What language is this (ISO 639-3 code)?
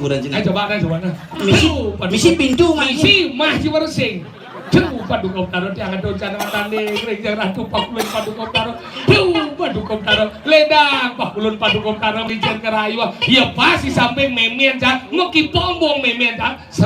ban